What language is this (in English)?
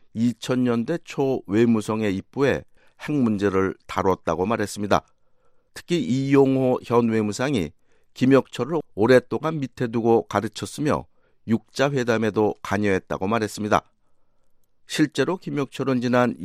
Korean